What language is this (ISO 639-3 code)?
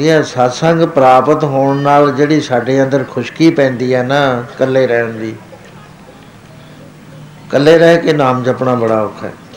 pan